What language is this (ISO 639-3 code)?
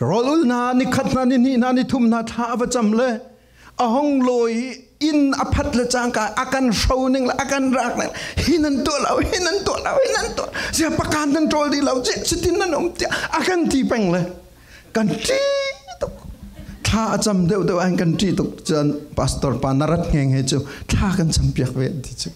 cfm